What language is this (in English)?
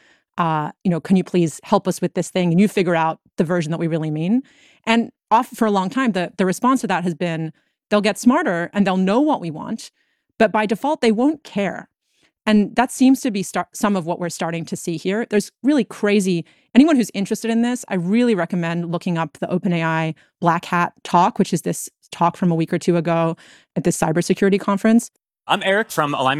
English